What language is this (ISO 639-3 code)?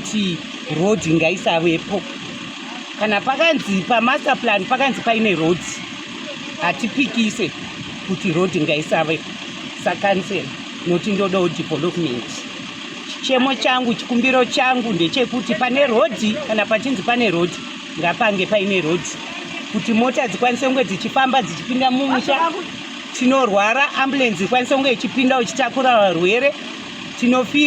sna